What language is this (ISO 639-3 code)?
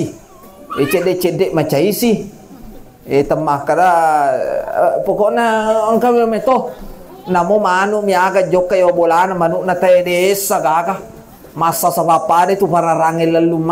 bug